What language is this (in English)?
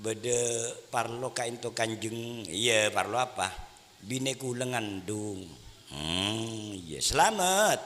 Madurese